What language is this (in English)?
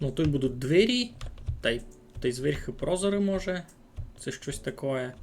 Rusyn